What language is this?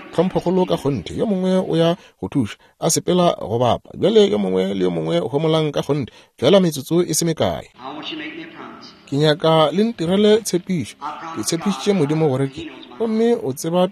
Northern Sotho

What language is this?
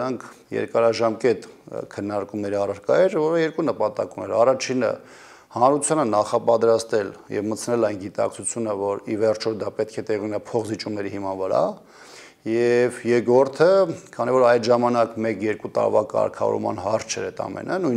Armenian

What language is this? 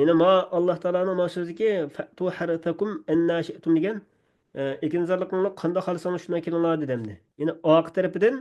Uyghur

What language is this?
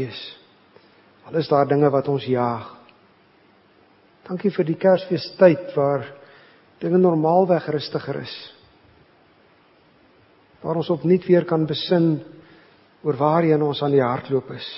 Afrikaans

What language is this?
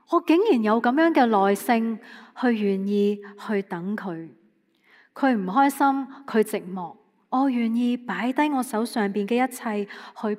Cantonese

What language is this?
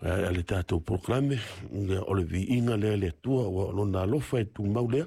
Samoan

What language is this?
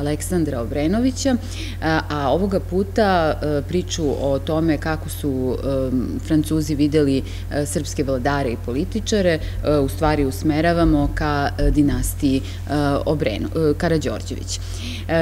Serbian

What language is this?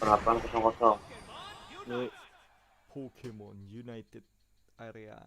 Banjar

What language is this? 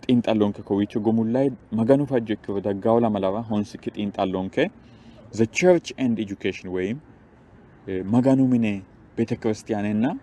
Sidamo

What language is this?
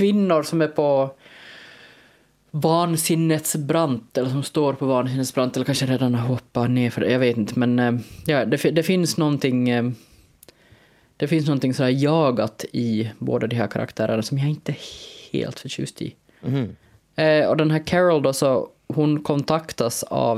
Swedish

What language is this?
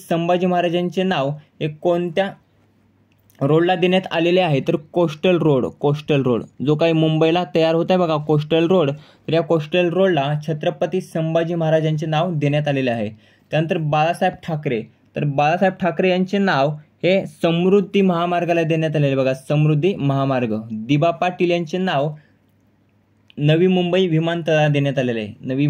Marathi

